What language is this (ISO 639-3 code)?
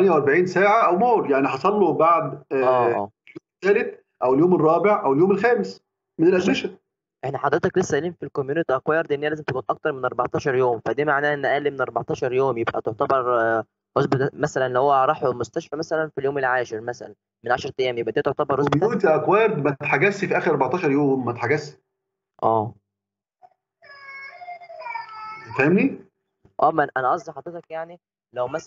arz